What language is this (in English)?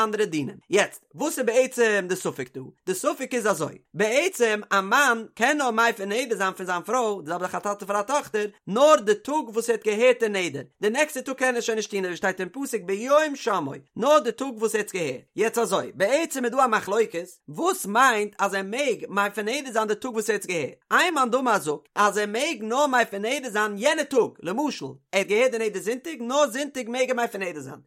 Yiddish